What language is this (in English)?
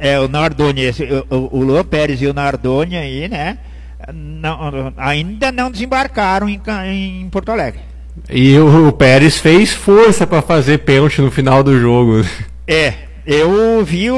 Portuguese